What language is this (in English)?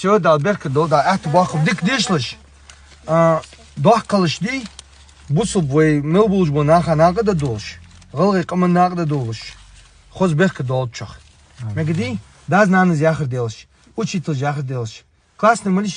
Ingush